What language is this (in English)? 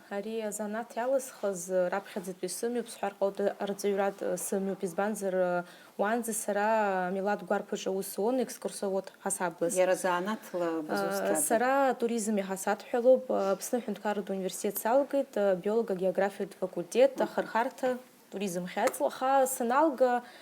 Abkhazian